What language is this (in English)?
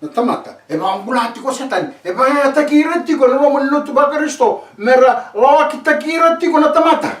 Fijian